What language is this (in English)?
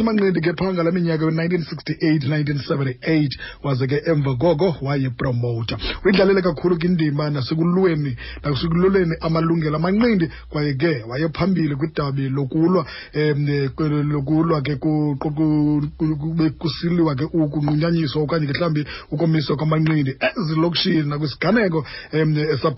Xhosa